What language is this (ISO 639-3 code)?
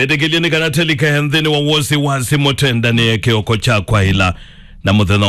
kam